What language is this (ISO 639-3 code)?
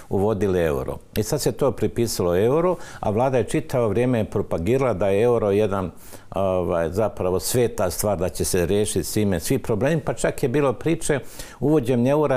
hrv